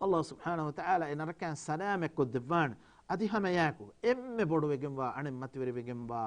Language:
Divehi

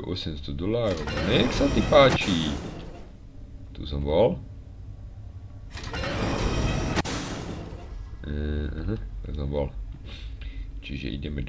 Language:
Slovak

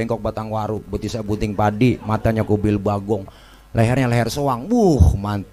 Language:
Betawi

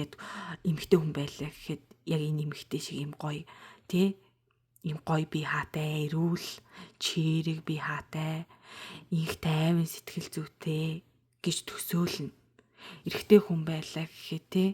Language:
Mongolian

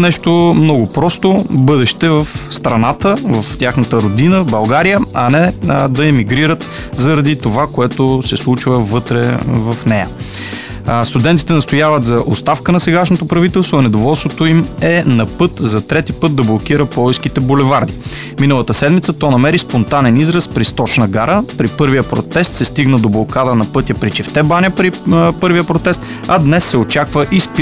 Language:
Bulgarian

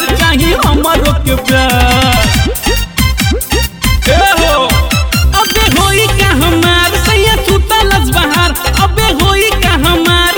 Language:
Bhojpuri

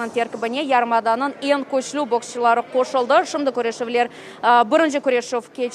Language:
Crimean Tatar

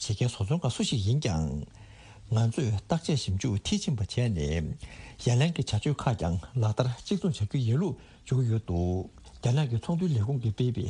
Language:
Tibetan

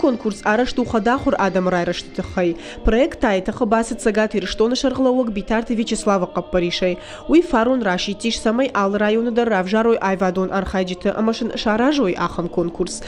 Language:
Ossetic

